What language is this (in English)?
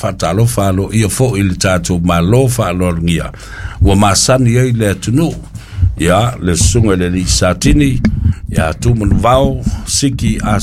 Samoan